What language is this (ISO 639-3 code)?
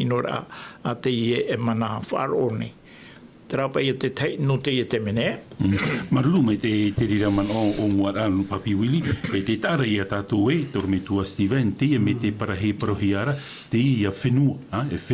tah